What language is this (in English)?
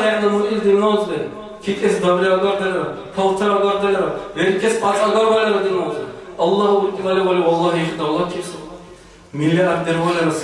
Dargwa